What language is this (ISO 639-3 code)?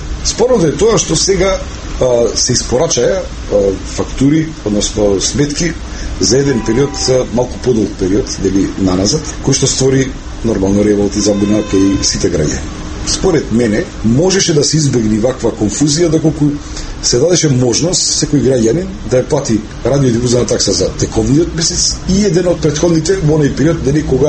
mkd